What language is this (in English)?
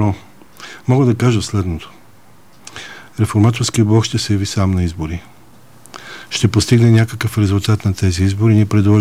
Bulgarian